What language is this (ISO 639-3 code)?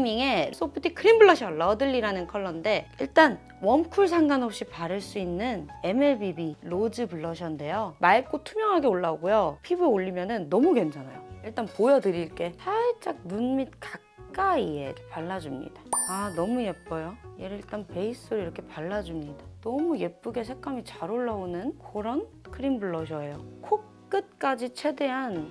kor